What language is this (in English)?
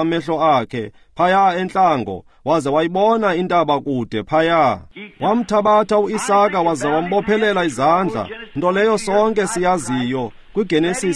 Xhosa